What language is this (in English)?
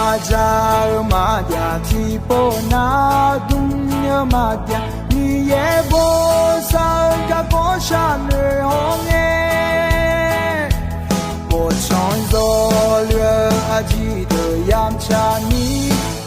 Akha